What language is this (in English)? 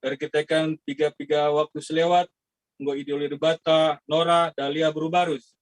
Batak Karo